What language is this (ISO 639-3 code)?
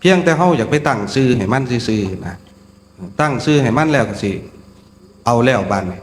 tts